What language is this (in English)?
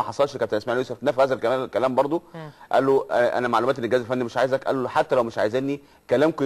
Egyptian Arabic